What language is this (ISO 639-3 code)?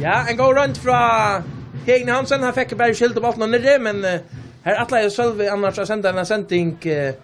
fao